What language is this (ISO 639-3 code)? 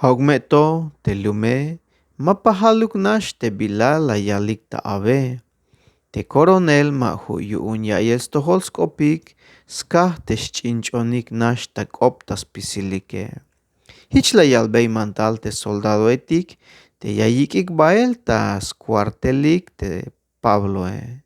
tzh